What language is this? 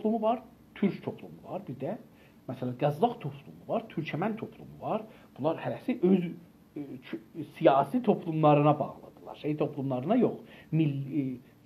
South Azerbaijani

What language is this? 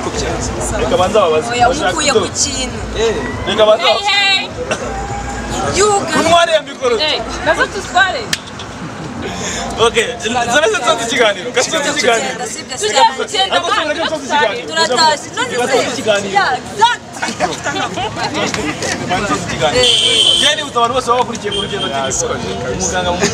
Kinyarwanda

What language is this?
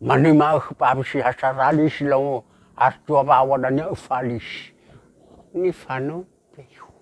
Nias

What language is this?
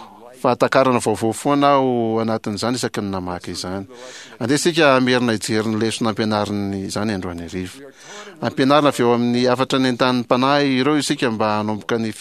Malagasy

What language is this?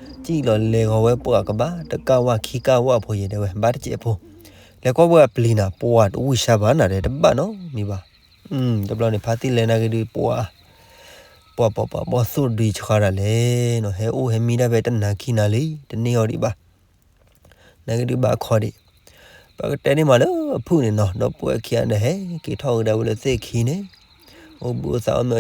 S'gaw Karen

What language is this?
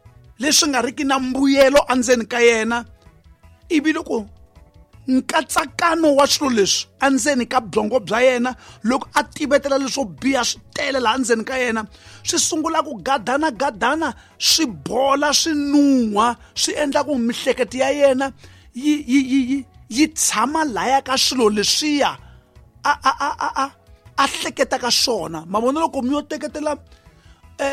Tsonga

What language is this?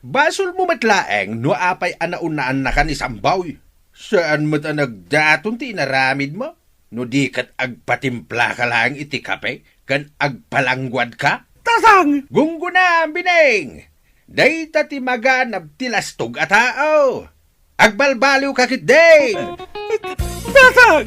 Iloko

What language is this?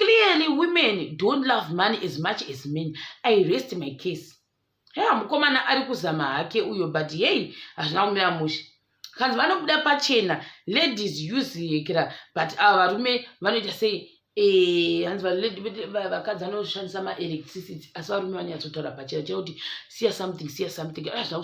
Shona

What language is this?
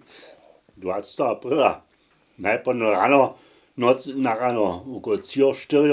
Upper Sorbian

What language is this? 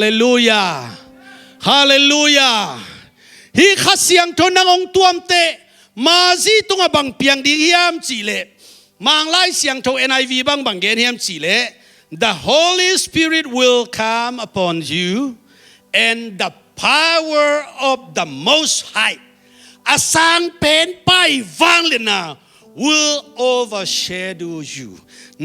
Tedim Chin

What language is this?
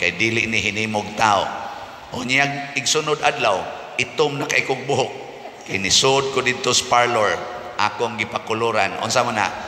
Cebuano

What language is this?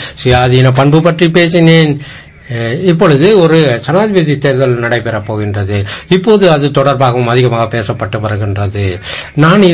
Tamil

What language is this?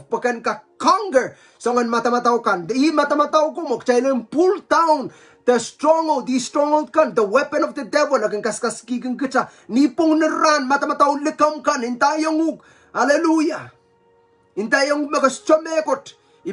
Pohnpeian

